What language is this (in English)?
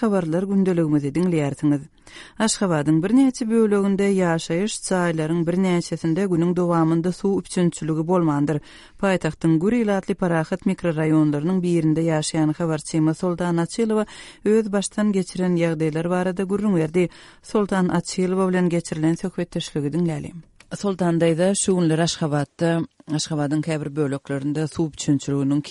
Turkmen